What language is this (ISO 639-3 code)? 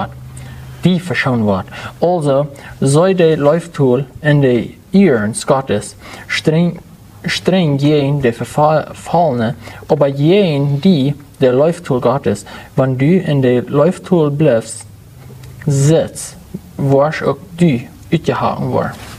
pdt